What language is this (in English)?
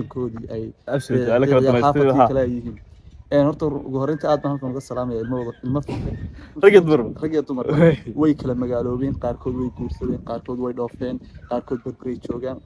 Somali